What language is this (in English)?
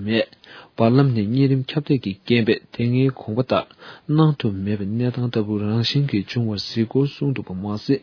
Tibetan